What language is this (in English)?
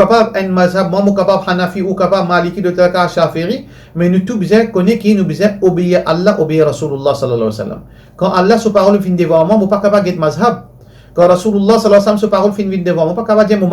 Morisyen